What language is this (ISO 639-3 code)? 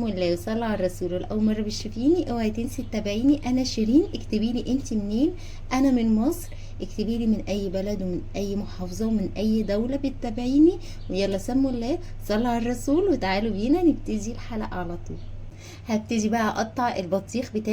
arz